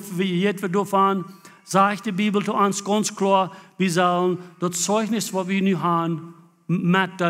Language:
Plautdietsch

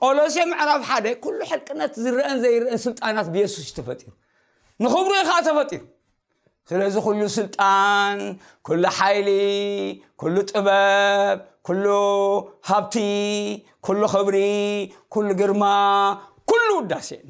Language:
Tigrinya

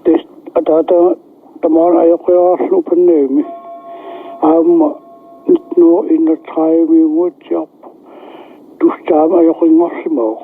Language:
Kalaallisut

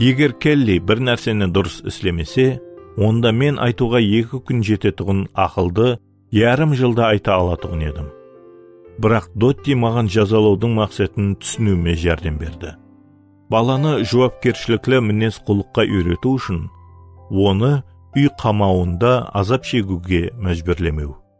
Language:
Kara-Kalpak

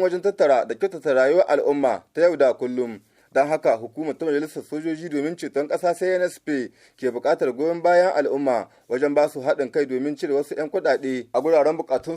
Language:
Hausa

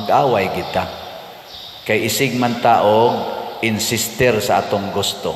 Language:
Cebuano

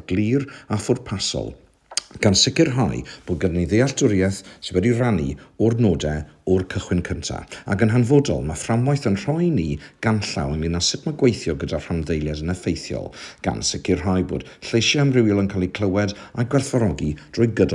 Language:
Welsh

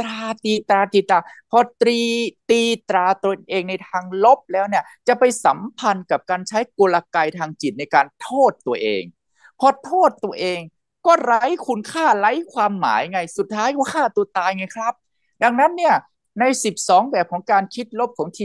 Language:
Thai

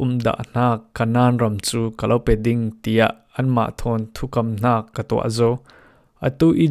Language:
Falam Chin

